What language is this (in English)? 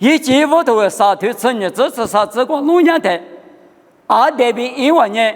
Lisu